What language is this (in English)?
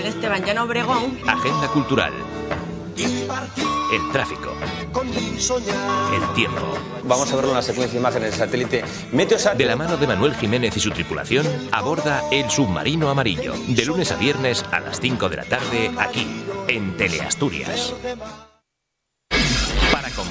Spanish